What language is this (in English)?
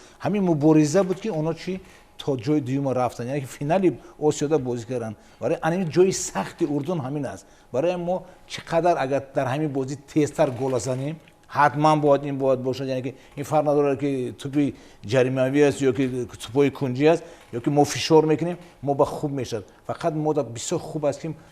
Tajik